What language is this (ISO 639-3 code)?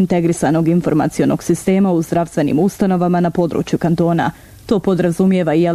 bos